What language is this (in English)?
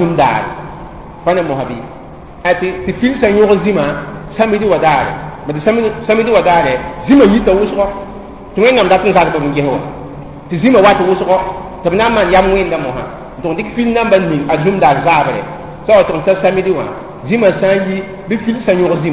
Mossi